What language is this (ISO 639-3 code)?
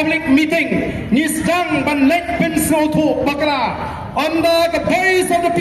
kha